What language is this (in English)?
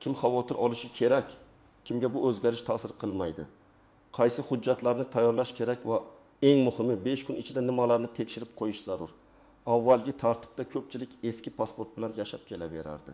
Uzbek